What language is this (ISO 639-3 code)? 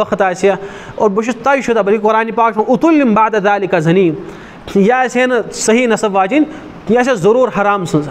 kas